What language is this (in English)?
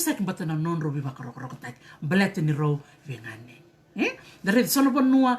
Fijian